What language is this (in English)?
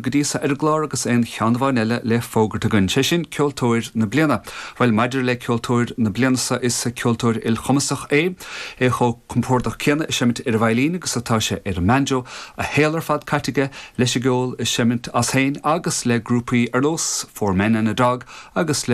Irish